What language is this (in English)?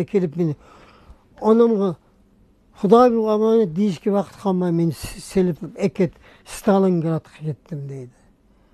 Uyghur